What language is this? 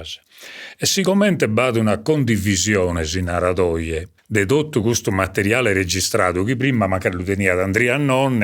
Sardinian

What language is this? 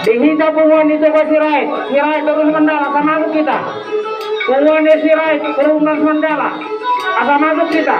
Batak Toba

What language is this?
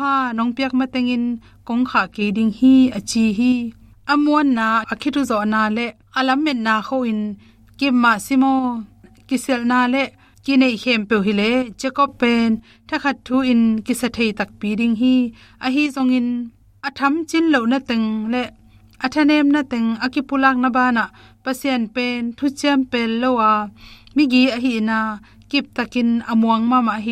Tedim Chin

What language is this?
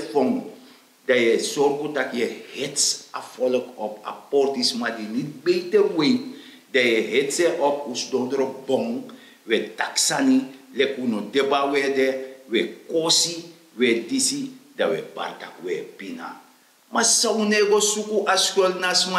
Sranan Tongo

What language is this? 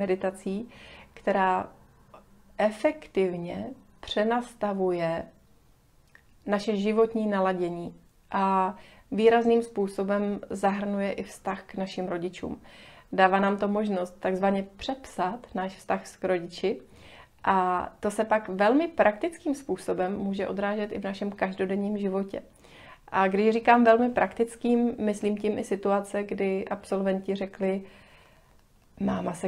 Czech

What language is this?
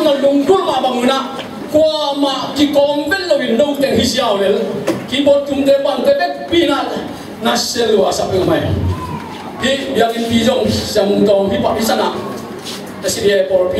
Tedim Chin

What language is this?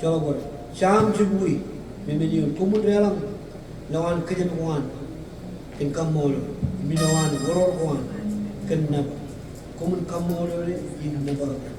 Marshallese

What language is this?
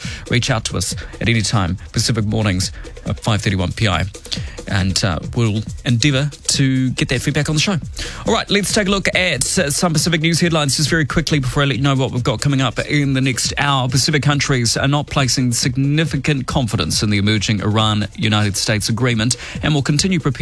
English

